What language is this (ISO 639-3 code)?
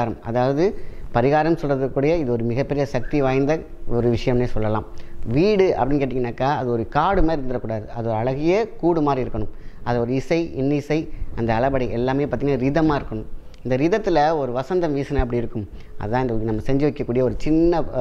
tam